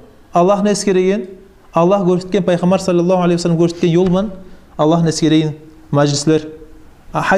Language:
Kumyk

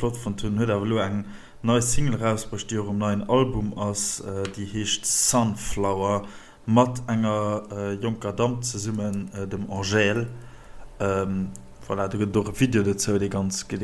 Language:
Luxembourgish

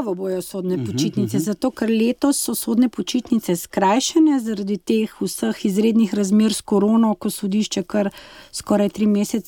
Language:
Slovenian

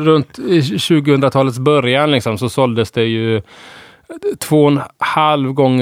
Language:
Swedish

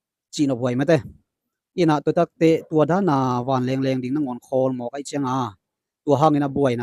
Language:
Tedim Chin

